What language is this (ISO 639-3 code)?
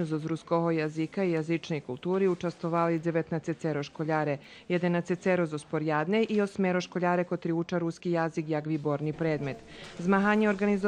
rue